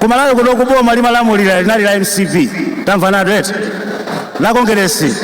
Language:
Nyanja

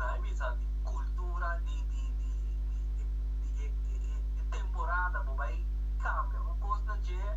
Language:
Papiamento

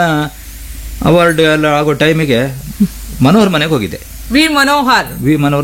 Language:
Kannada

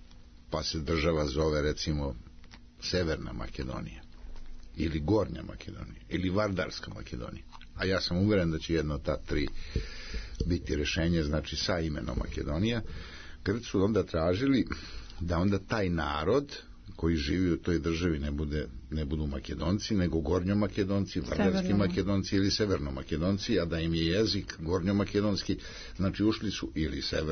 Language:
Serbian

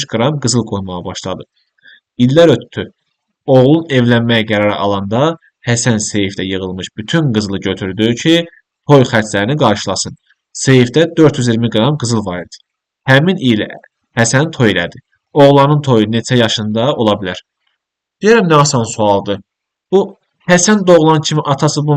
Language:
Azerbaijani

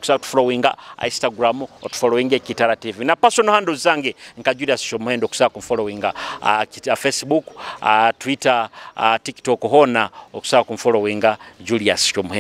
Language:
Nyoro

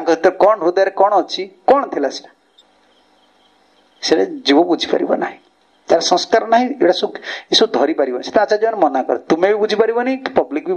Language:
Odia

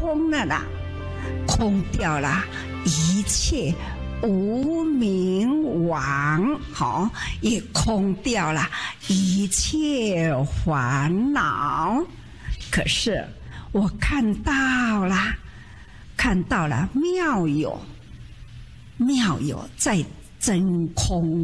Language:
Chinese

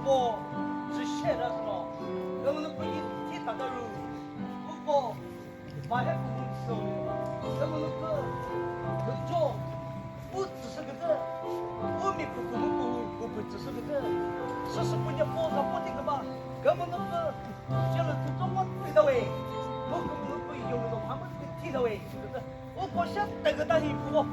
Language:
Chokri Naga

